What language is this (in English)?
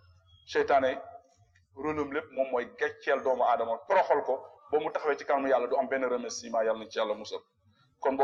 Wolof